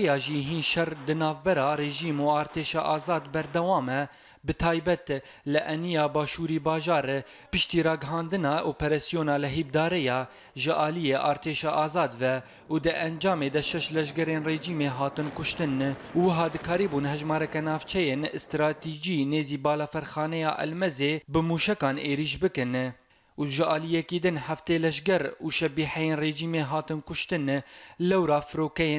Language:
Kurdish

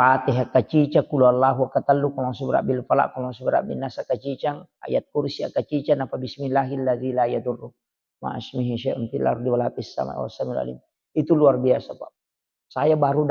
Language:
Buginese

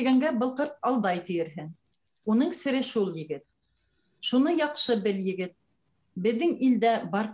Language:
Bashkir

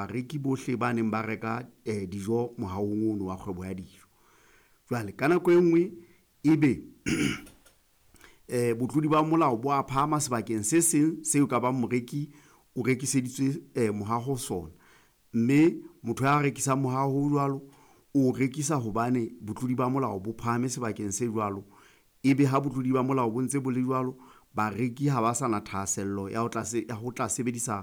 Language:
Southern Sotho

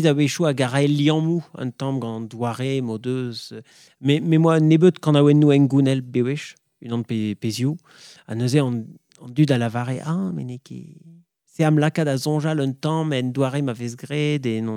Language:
Breton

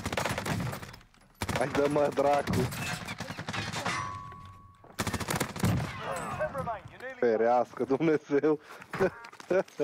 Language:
Romanian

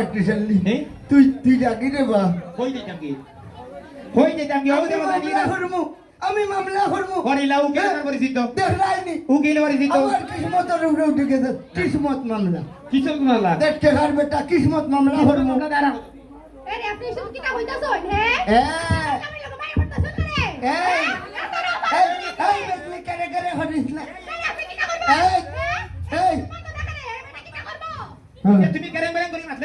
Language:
Sylheti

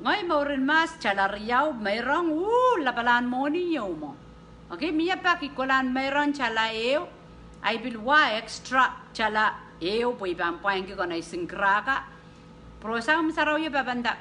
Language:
Pohnpeian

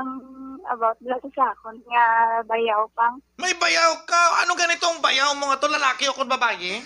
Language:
Hiligaynon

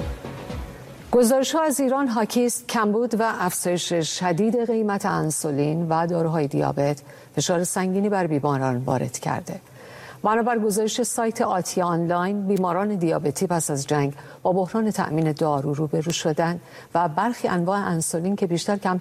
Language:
Persian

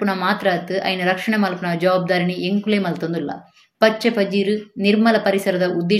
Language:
Tulu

